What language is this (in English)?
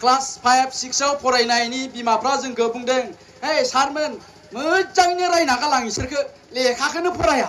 Bodo